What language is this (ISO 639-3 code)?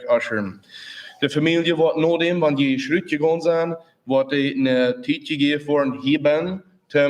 pdt